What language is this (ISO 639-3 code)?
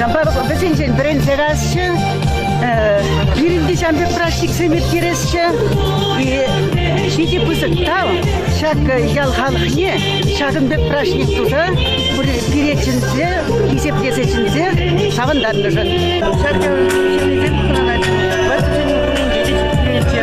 chv